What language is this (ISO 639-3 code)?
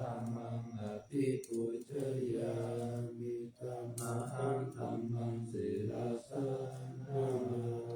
pli